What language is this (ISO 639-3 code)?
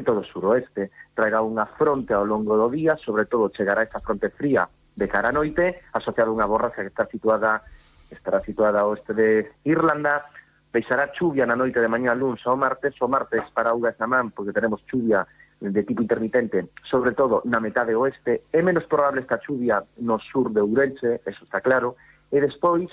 glg